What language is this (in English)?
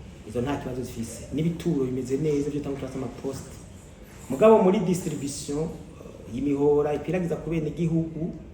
Rundi